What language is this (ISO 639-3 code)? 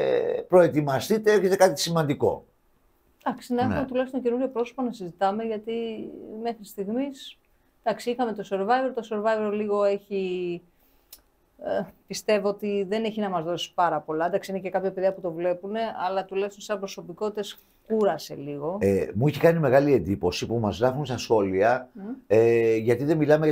ell